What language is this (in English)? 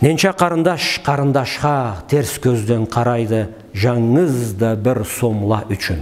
Karachay-Balkar